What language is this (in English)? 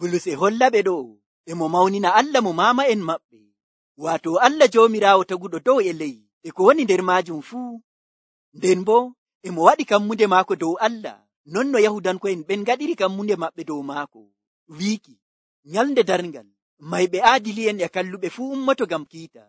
Nigerian Fulfulde